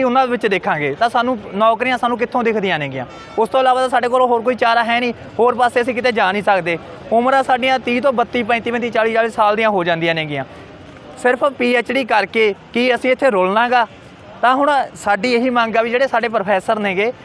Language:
Punjabi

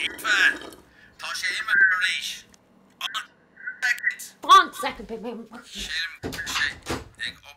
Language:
Irish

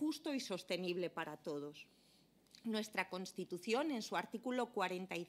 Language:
Spanish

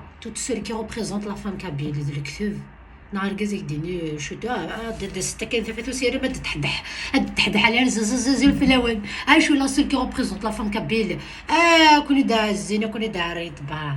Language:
Kabyle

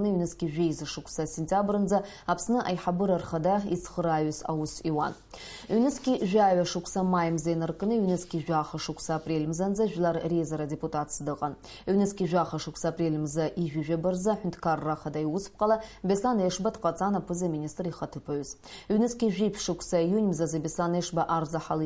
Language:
Abkhazian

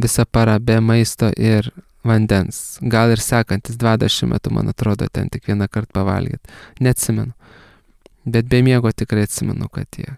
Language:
Lithuanian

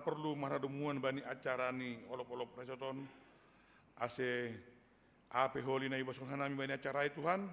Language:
Batak Simalungun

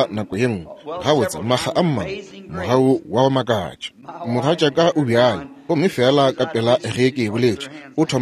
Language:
Northern Sotho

